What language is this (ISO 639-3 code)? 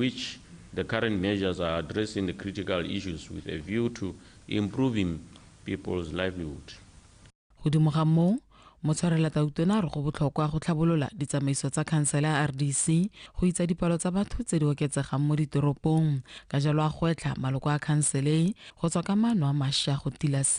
tsn